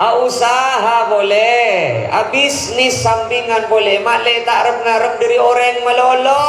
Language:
Madurese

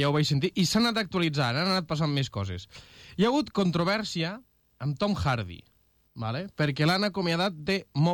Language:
Catalan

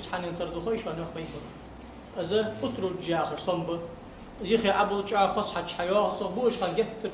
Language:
Ingush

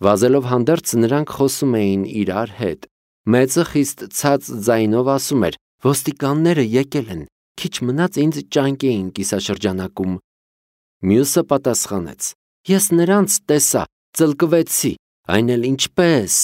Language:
Armenian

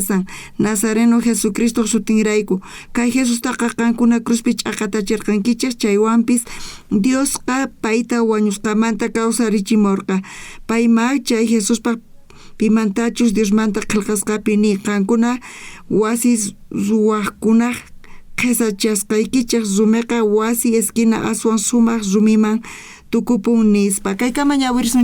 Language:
South Bolivian Quechua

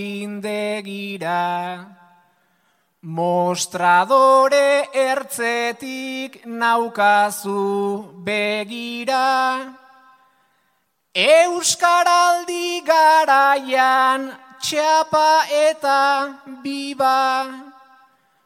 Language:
Basque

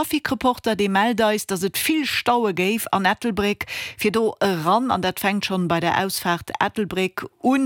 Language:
Luxembourgish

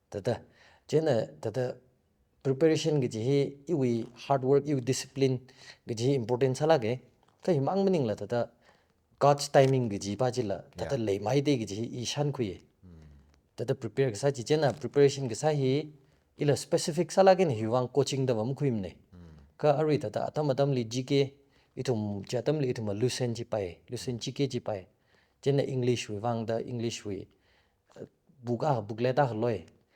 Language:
Tangkhul Naga (India)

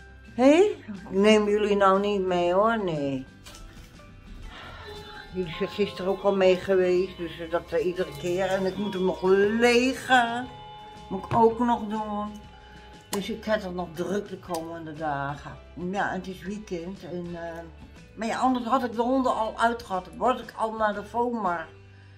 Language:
Dutch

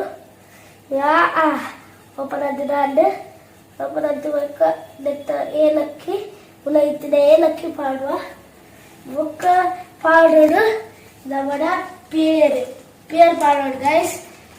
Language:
Tulu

